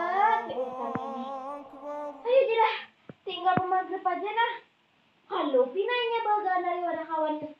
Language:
Banjar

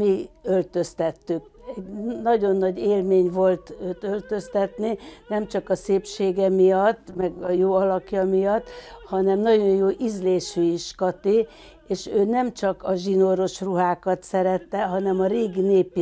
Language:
Hungarian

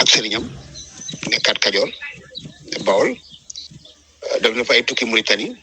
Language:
Wolof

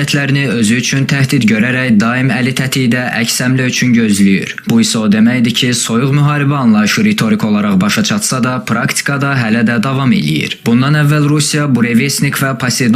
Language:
Azerbaijani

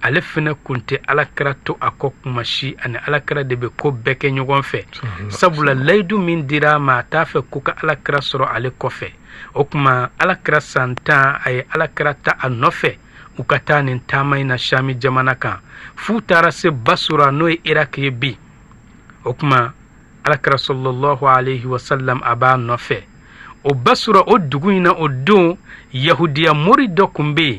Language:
Bambara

